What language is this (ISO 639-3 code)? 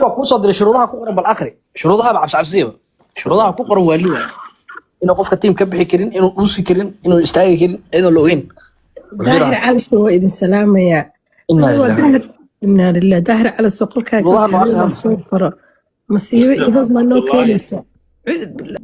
som